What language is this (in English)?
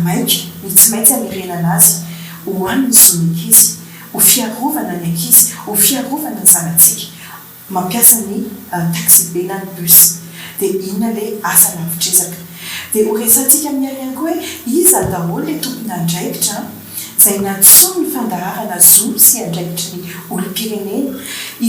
Malagasy